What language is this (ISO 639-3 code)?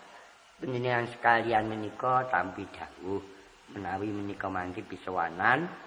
jav